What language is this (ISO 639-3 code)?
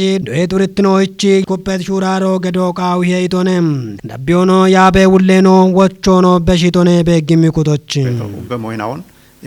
kbr